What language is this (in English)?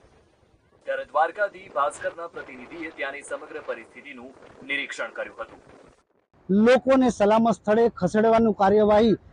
Gujarati